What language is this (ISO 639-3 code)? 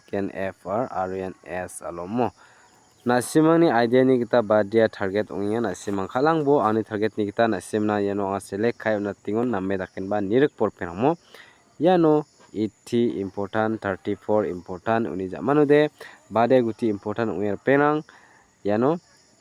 grt